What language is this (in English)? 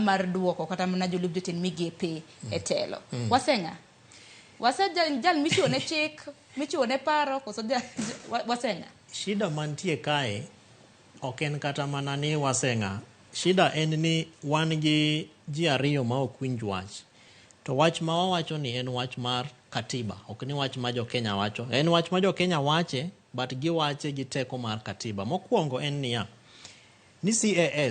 Luo (Kenya and Tanzania)